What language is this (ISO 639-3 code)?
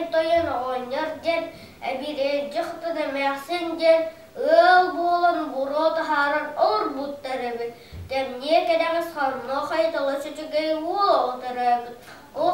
sah